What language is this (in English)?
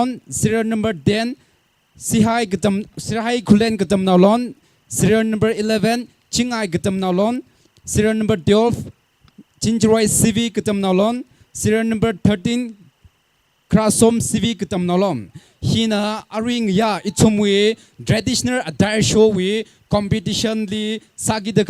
Tangkhul Naga (India)